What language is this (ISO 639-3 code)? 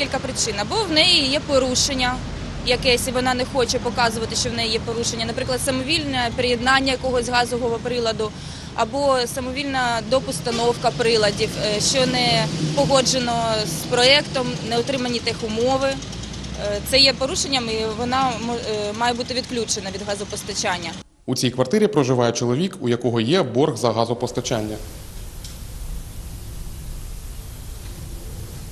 ukr